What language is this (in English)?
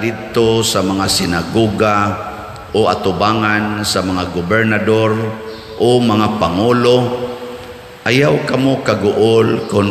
Cebuano